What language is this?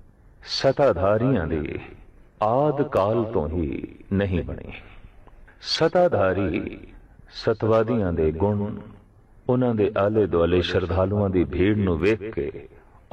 Punjabi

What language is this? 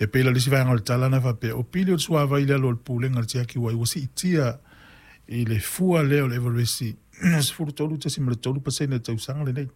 Samoan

